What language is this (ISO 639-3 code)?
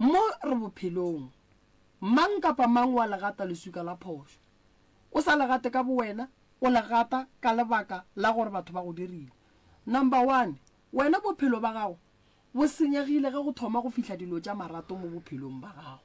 nso